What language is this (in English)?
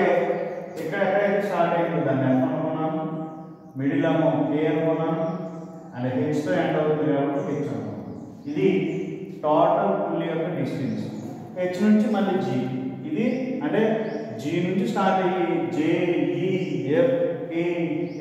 Telugu